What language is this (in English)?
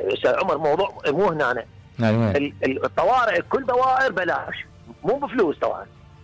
Mesopotamian Arabic